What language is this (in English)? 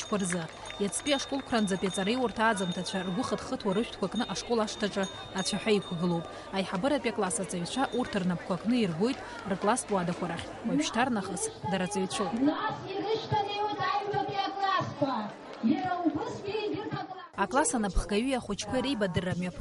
Abkhazian